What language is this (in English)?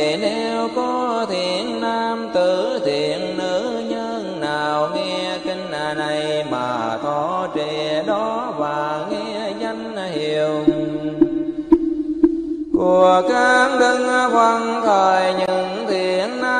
Vietnamese